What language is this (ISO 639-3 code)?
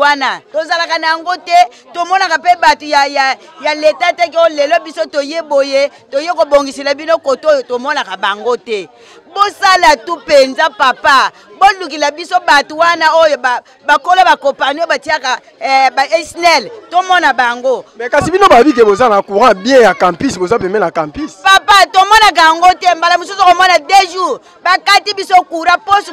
lin